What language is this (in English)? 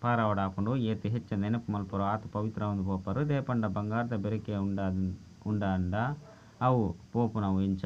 Tulu